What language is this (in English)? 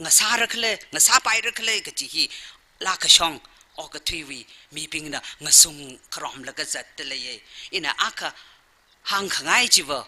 Tangkhul Naga (India)